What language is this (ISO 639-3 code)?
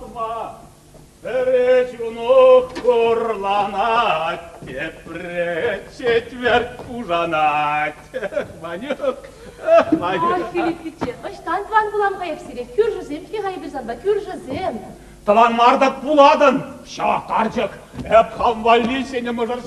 chv